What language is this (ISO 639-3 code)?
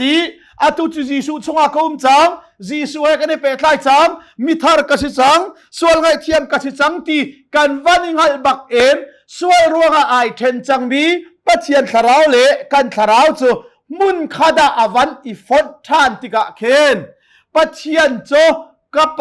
cnh